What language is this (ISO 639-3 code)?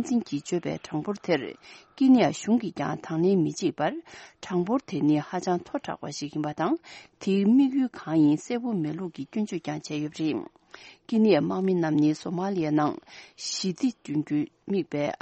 bod